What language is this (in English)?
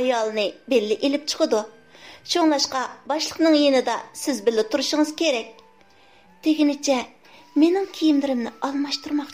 Uyghur